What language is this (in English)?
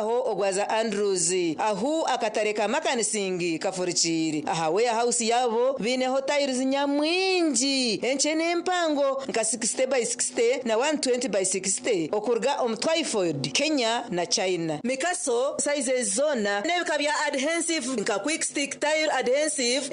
Nyankole